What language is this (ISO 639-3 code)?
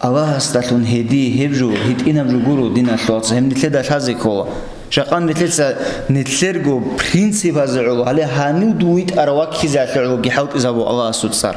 ava